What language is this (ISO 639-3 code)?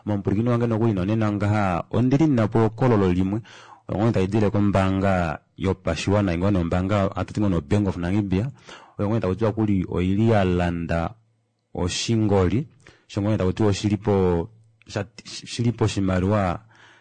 kua